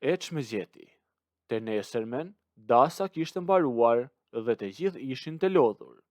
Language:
Albanian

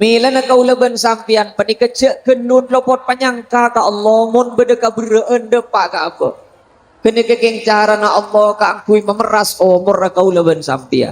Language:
Madurese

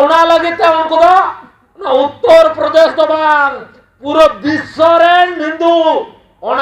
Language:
Santali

